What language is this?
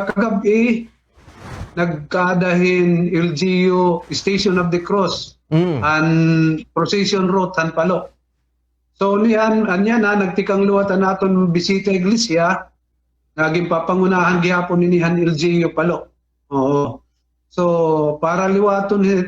Waray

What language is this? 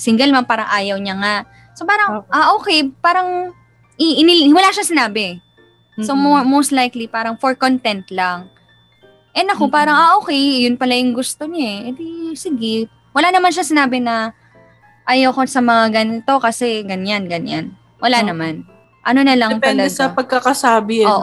Filipino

